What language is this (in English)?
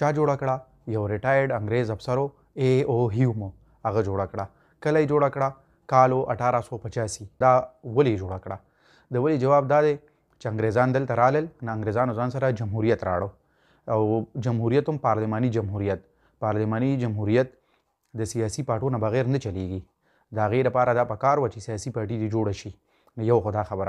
Pashto